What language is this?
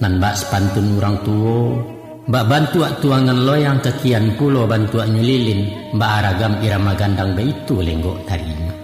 Minangkabau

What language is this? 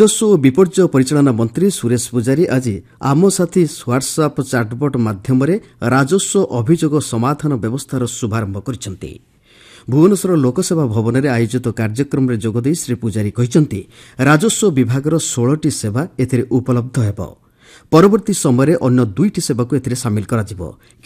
Odia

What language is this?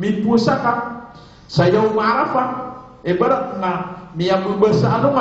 Maranao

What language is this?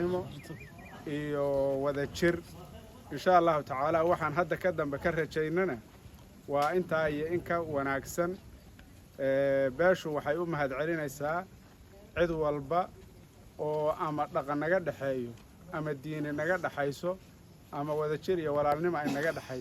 Somali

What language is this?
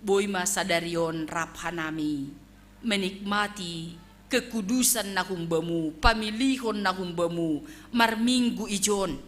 Batak Simalungun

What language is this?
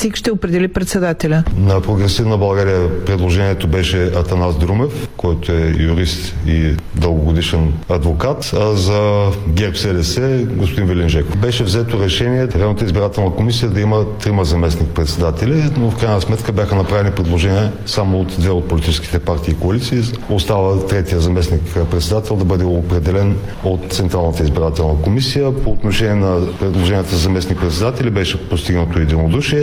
Bulgarian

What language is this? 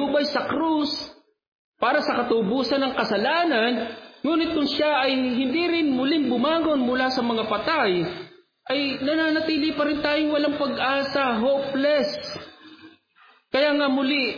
Filipino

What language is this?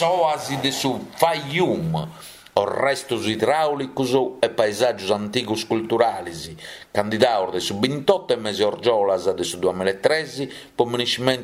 Sardinian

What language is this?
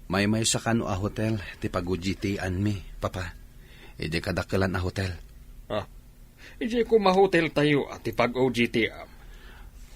Iloko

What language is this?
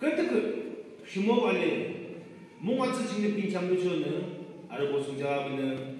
Yimchungru Naga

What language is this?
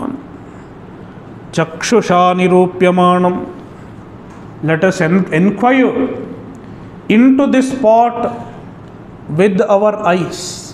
English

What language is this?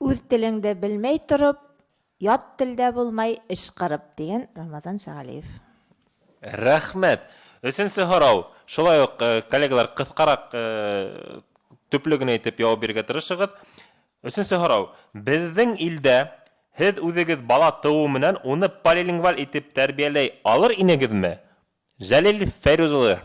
Bashkir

